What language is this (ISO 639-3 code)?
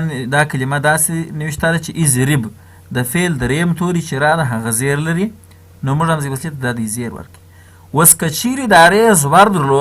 pus